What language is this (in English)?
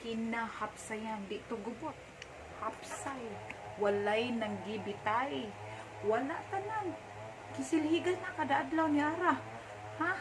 Cebuano